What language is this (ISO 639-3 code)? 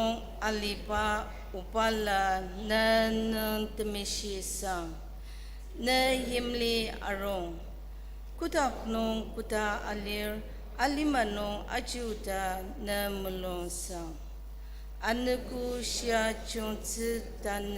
njo